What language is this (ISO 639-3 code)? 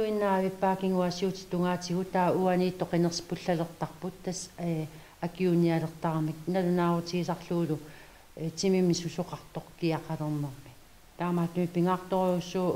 kal